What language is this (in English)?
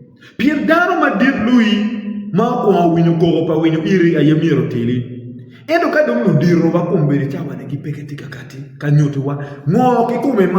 Acoli